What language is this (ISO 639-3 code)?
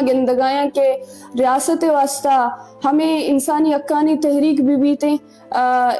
bgp